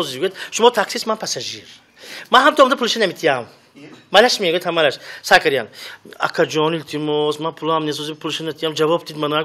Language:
Tajik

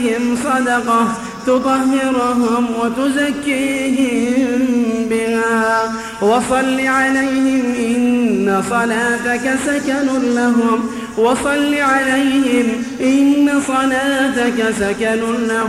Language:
Arabic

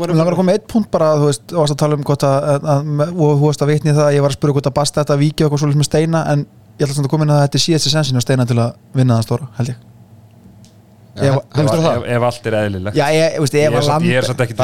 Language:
Icelandic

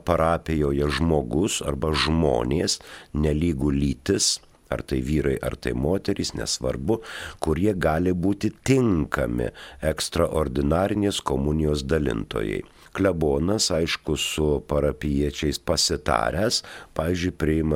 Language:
Lithuanian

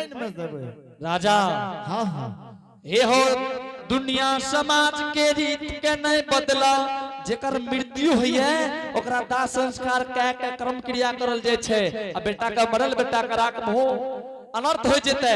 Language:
Angika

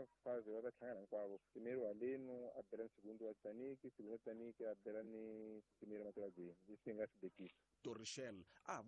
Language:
Tsonga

